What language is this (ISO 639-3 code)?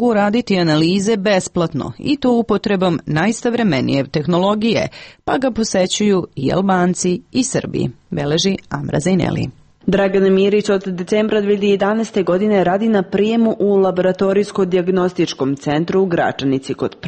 srp